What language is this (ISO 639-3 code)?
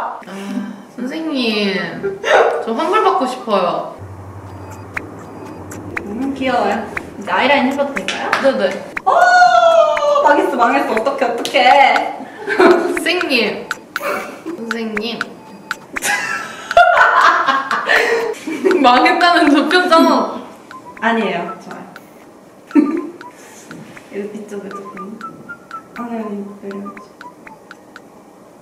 kor